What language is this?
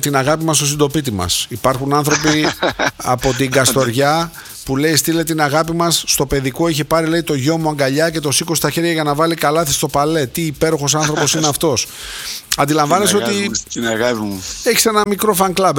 Greek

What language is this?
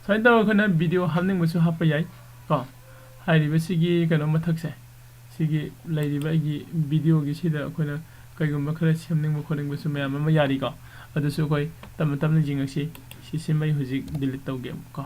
Manipuri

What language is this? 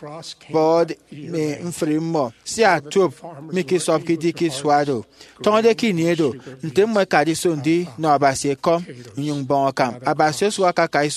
Efik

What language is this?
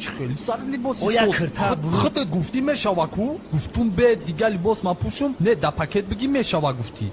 Tajik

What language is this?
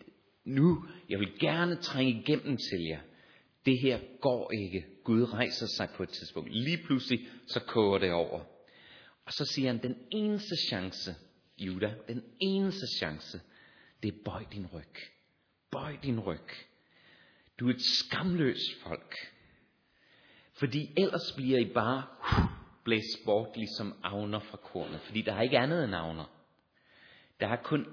Danish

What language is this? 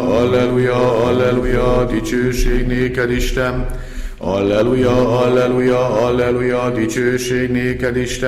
Hungarian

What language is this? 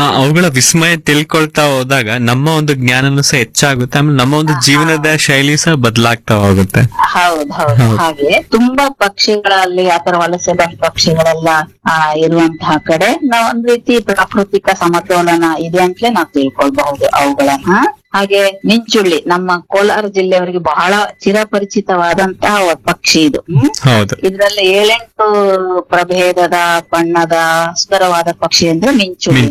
Kannada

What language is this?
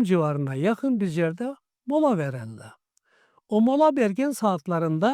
Karachay-Balkar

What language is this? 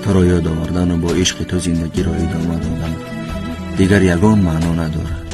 Tajik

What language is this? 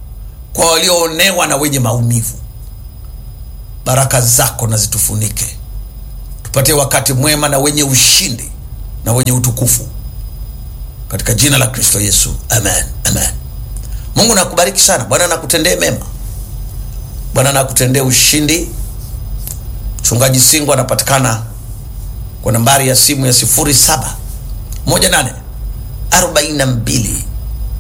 Swahili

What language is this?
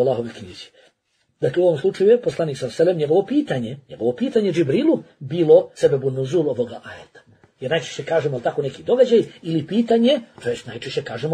Bosnian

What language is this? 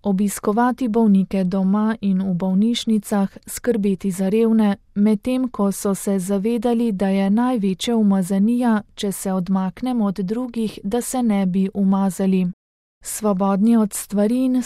Slovenian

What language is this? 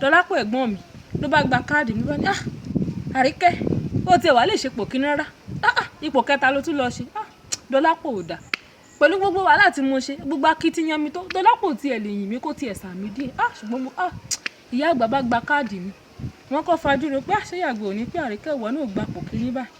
Yoruba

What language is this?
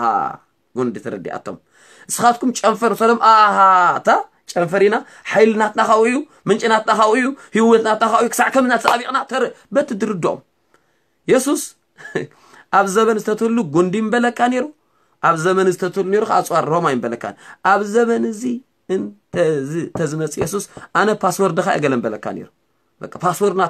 Tigrinya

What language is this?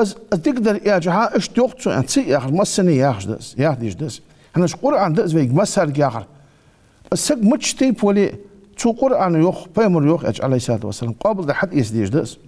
Ingush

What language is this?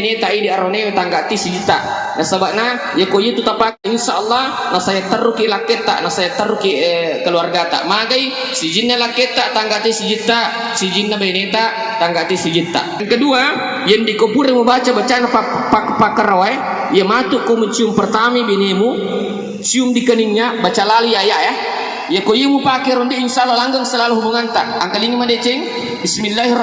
Buginese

